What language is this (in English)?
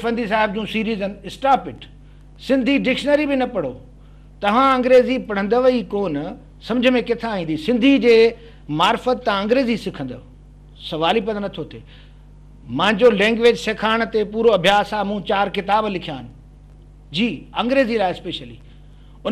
Sindhi